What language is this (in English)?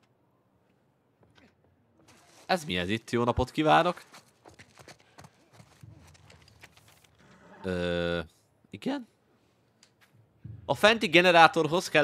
Hungarian